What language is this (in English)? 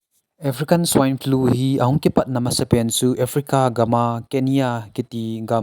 Thado Chin